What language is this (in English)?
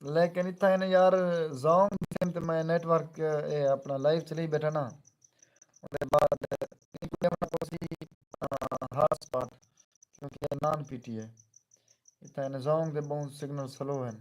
Saraiki